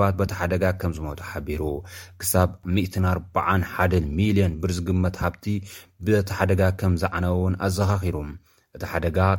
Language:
Tigrinya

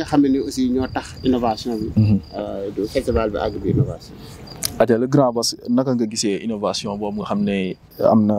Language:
Wolof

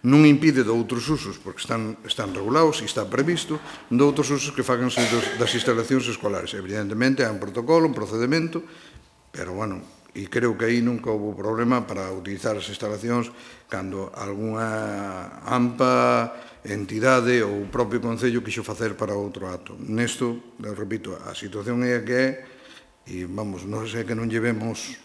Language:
Galician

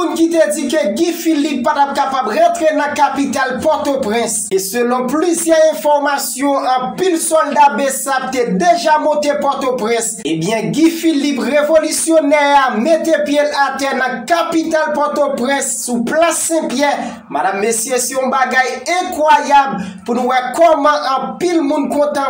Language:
Haitian Creole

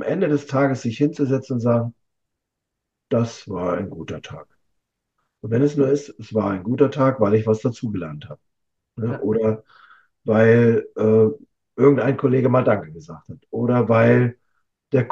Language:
German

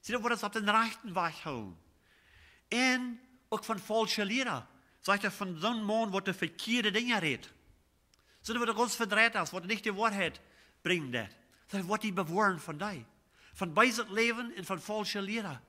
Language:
Plautdietsch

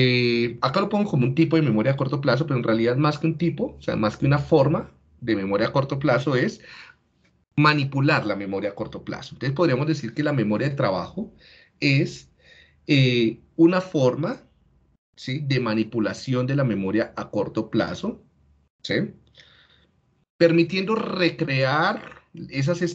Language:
Spanish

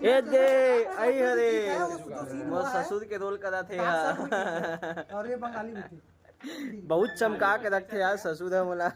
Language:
Chhattisgarhi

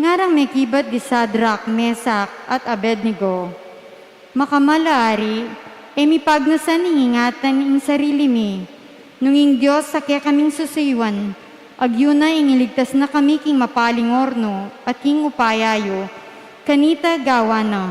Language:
Pampanga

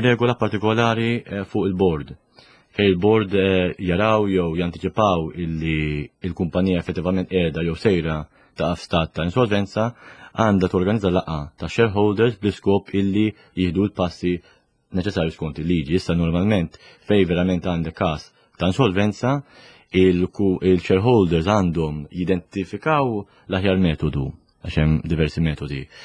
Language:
Maltese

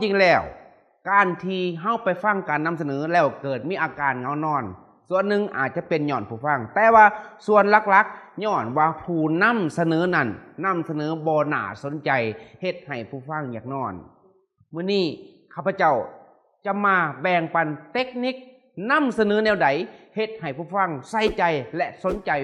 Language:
Lao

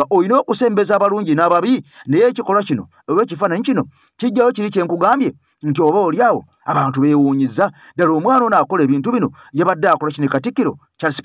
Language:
Ganda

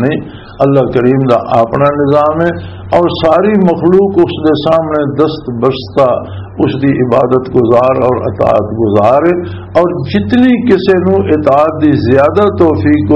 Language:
Western Panjabi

